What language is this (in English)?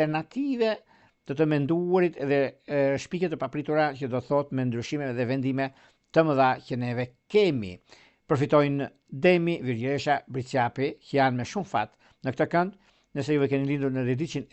Albanian